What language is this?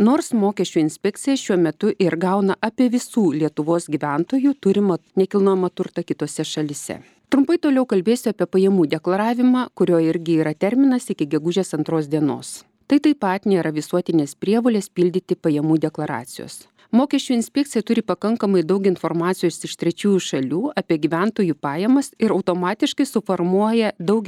Lithuanian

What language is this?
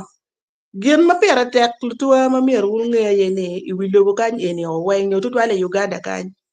Acoli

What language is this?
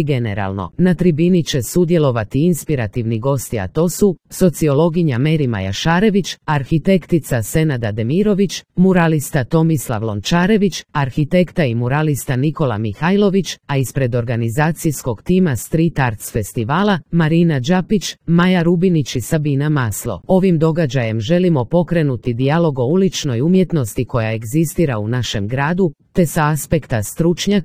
Croatian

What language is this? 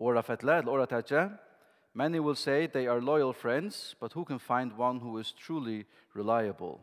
Faroese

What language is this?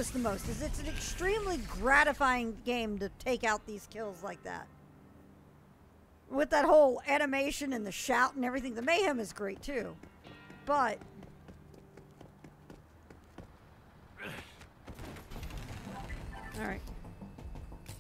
English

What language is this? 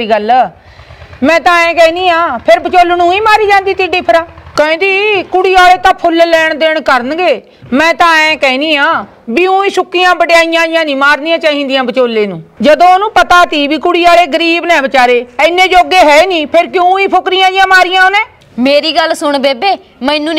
Punjabi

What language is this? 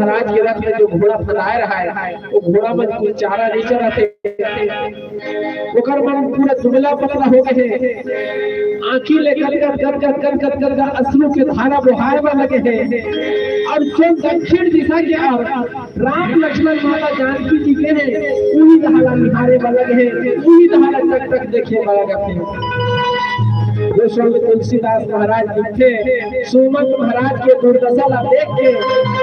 Chhattisgarhi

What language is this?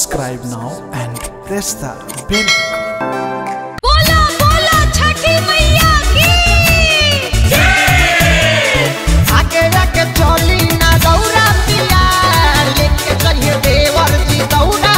Bhojpuri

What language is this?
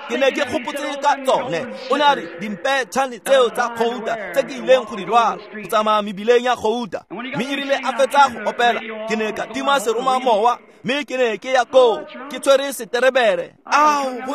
Tswana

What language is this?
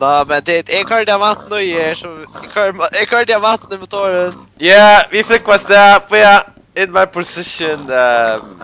Faroese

